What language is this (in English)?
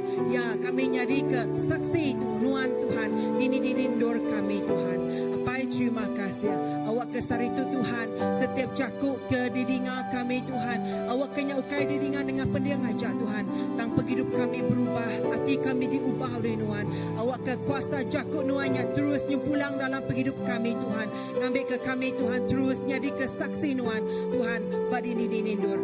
Iban